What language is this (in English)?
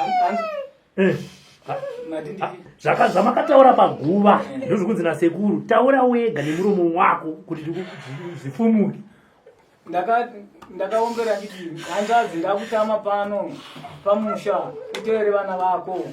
Shona